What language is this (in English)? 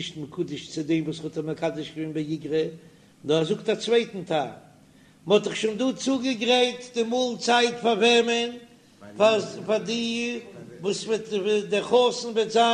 Yiddish